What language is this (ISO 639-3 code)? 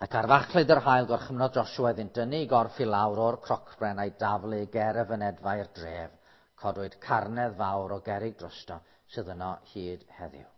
cym